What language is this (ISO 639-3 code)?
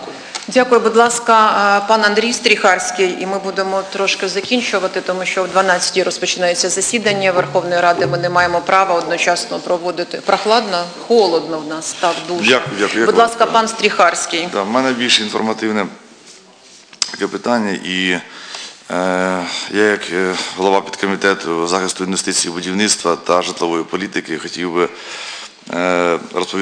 ukr